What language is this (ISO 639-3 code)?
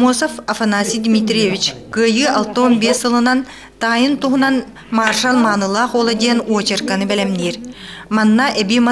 sah